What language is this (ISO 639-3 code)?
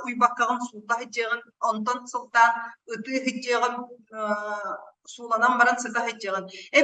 sah